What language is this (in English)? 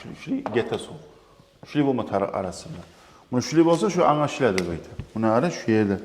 Kumyk